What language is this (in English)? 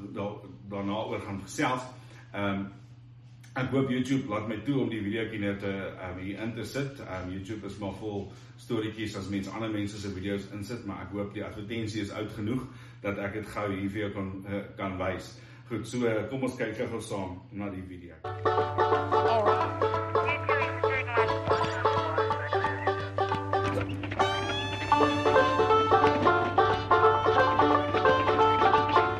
Afrikaans